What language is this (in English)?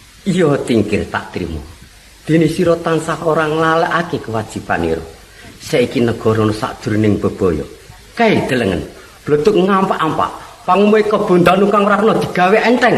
Javanese